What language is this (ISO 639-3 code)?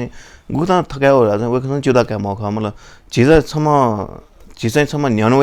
new